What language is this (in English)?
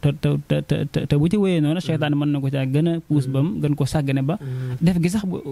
Wolof